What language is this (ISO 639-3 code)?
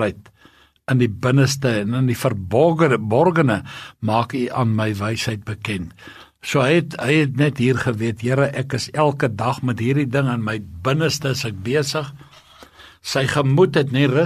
afr